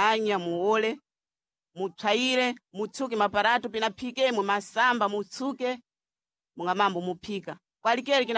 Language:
Sena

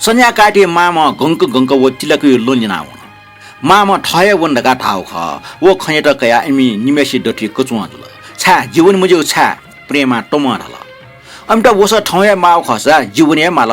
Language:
Newari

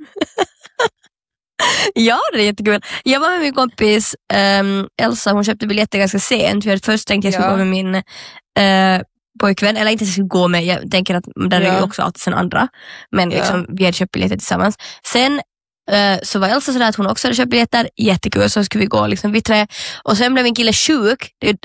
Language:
Swedish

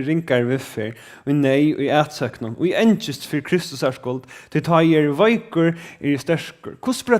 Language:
Faroese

